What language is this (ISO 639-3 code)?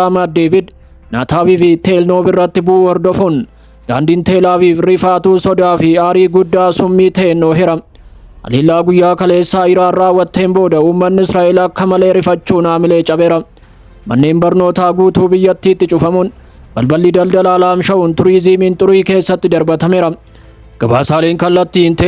orm